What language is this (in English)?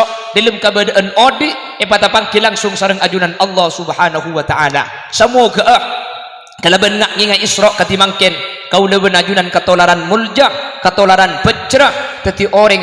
Madurese